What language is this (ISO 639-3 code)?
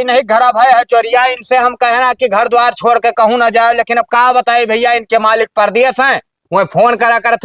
awa